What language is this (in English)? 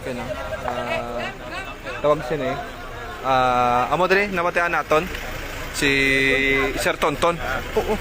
Hiligaynon